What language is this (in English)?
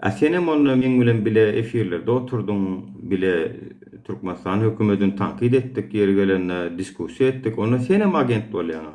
Turkmen